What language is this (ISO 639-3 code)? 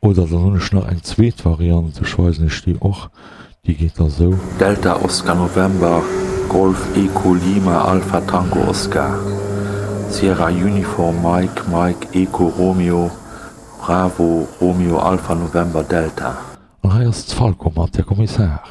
ltz